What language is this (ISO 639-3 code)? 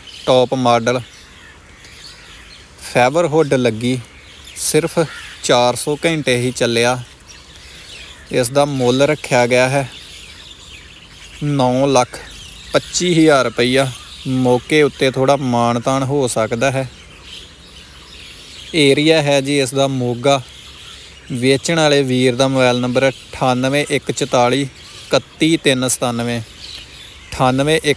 pan